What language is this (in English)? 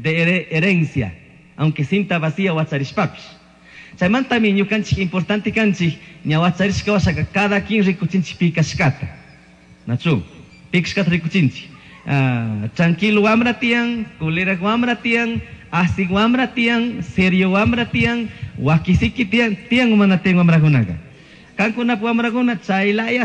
Chimborazo Highland Quichua